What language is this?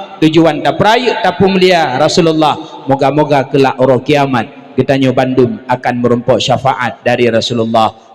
Achinese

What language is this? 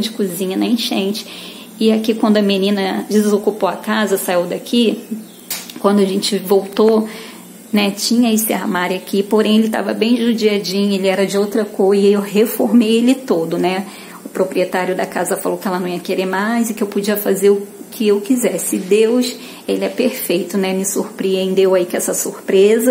Portuguese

